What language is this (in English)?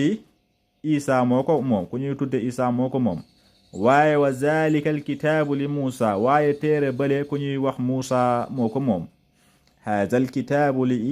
Wolof